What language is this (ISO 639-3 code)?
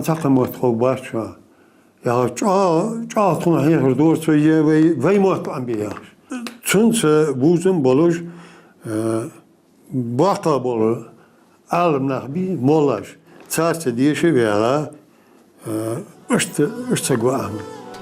inh